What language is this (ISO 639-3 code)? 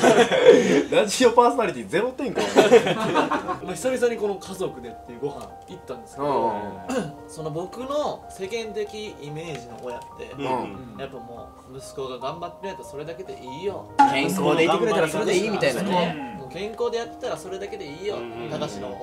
jpn